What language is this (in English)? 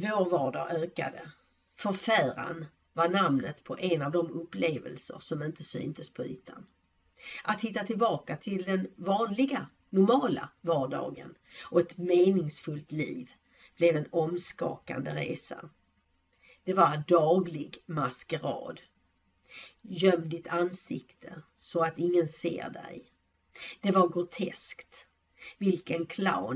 Swedish